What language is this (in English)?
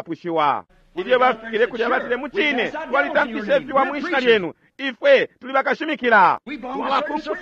Bemba